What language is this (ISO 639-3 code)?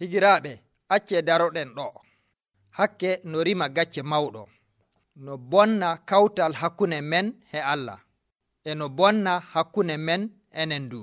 fuv